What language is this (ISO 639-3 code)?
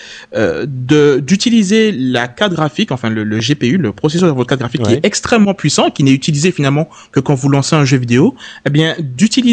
fra